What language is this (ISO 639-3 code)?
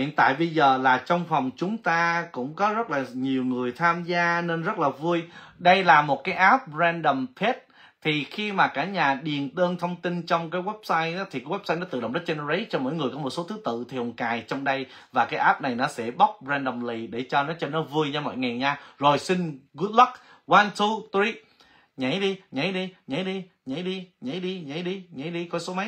vie